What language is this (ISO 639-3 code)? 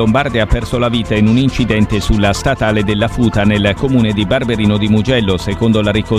ita